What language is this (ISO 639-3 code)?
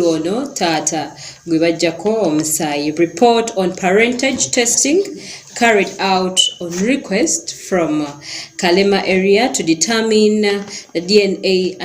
lug